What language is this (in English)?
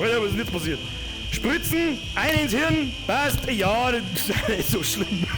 Bavarian